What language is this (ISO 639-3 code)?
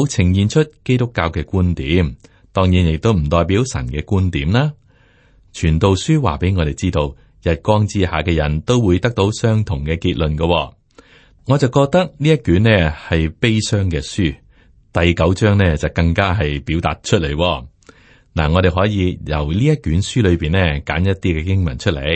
yue